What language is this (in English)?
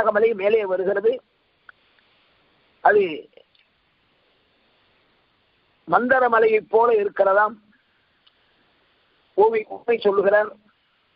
Tamil